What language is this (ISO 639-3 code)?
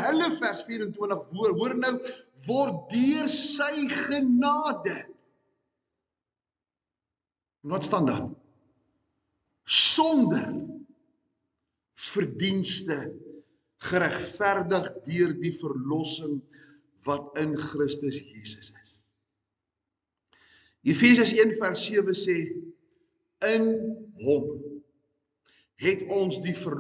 afr